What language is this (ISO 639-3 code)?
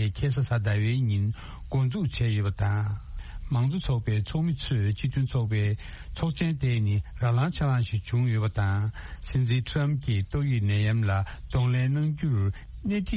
bod